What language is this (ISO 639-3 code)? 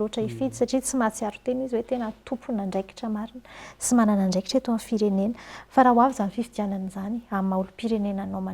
mlg